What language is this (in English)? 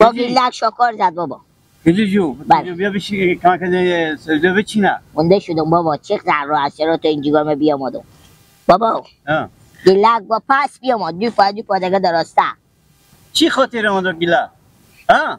Persian